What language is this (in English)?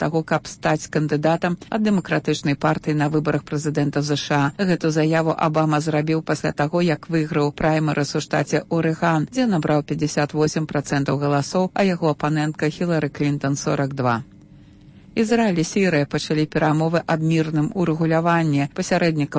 Belarusian